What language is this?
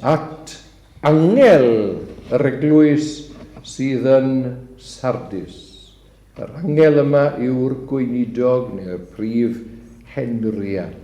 Welsh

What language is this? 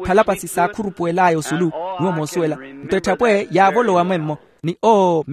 Makhuwa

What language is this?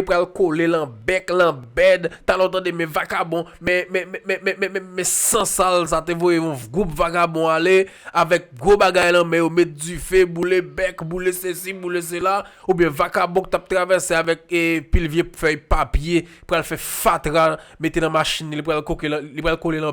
Haitian Creole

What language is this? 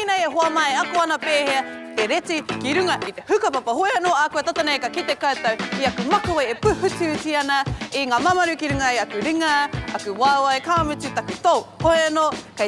Māori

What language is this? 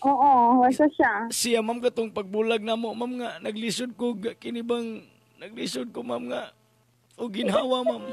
Cebuano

